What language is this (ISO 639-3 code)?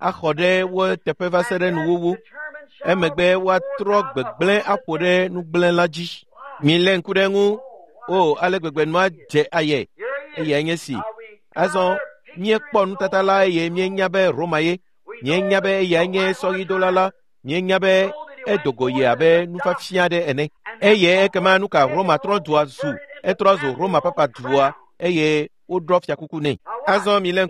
ewe